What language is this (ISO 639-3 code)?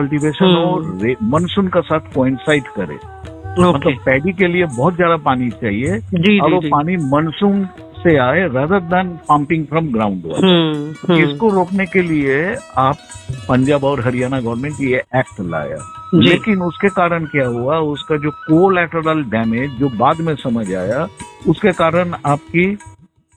hin